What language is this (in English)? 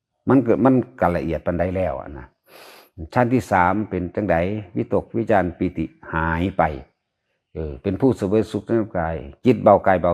Northeastern Thai